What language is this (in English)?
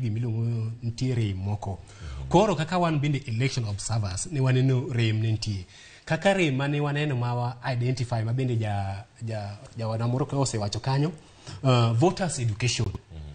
Luo (Kenya and Tanzania)